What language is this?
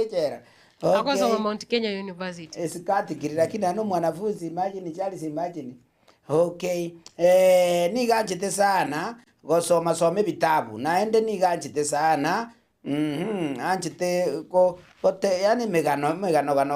Gusii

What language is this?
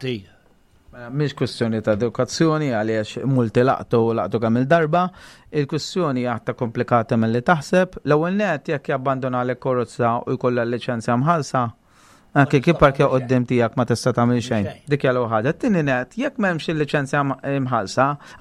Maltese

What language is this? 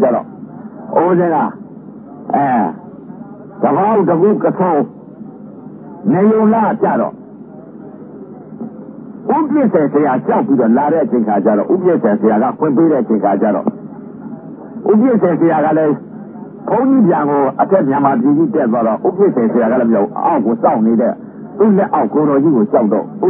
Burmese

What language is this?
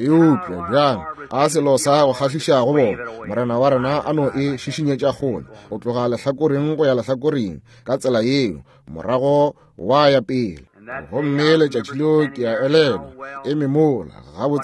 Northern Sotho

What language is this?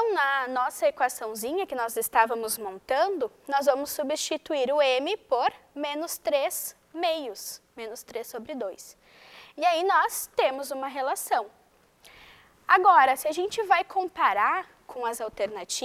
Portuguese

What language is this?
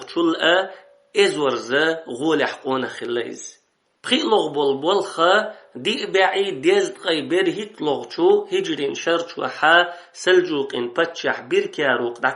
Chechen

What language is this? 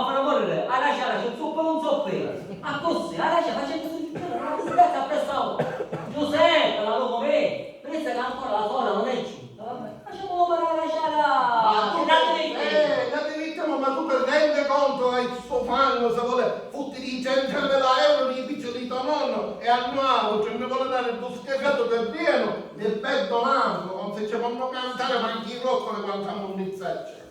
Sicilian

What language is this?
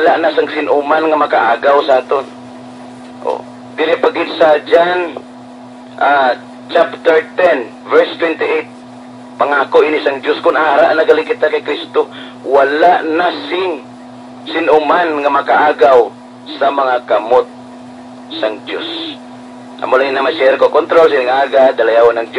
Hiligaynon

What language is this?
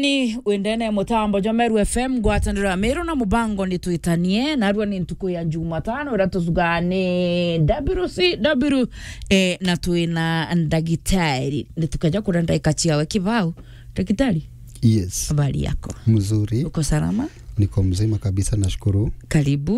Meru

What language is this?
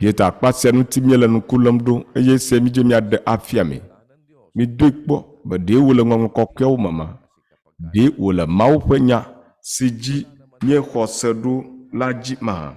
Ewe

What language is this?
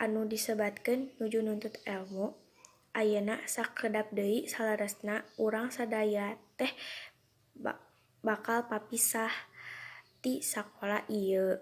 Sundanese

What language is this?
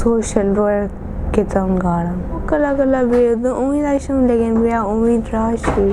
Pashto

